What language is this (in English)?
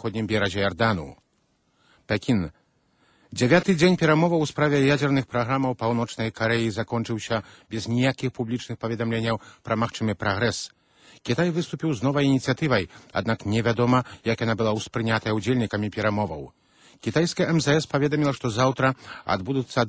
Belarusian